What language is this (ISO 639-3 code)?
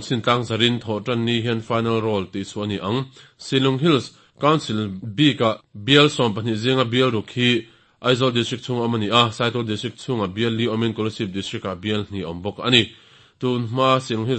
lus